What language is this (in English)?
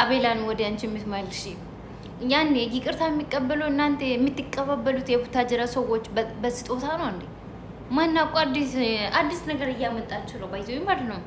Amharic